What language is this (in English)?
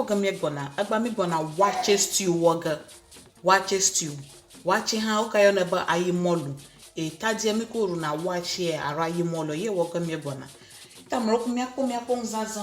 Ewe